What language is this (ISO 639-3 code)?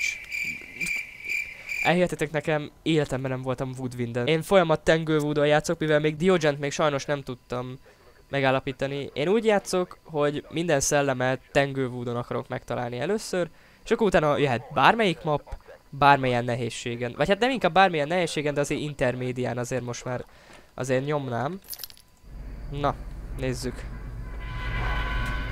hun